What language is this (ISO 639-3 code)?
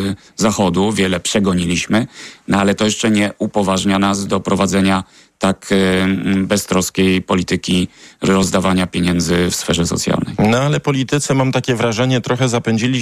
pol